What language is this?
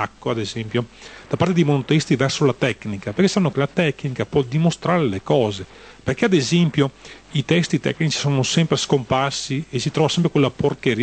Italian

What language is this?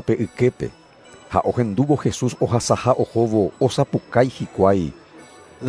Guarani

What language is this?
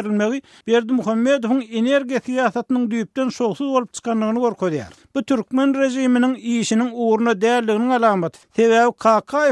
Turkmen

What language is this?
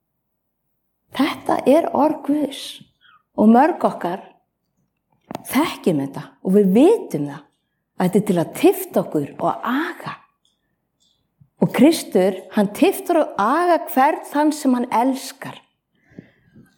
Icelandic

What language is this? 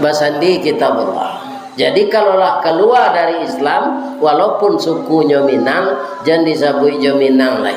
Minangkabau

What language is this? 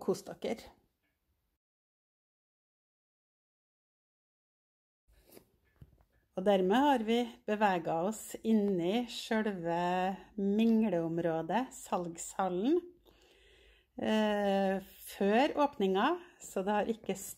Norwegian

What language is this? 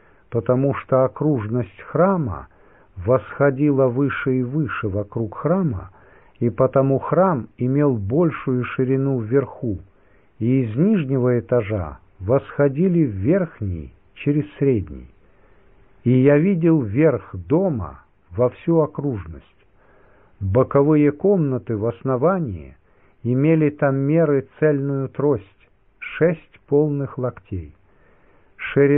Russian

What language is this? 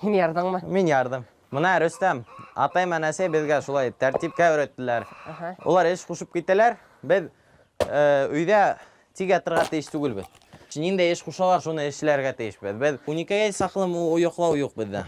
Bashkir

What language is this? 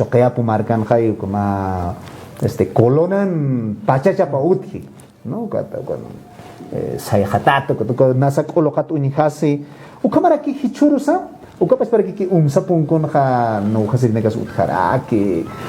Aymara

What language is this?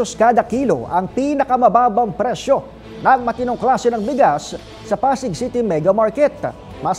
Filipino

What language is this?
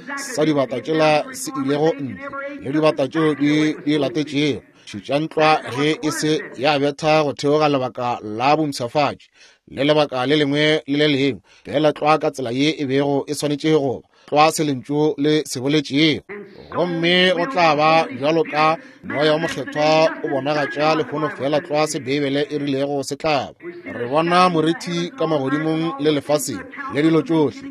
Northern Sotho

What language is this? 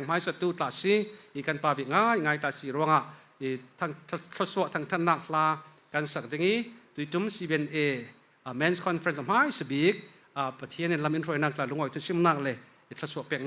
Falam Chin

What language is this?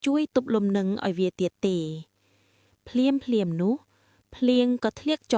Khmer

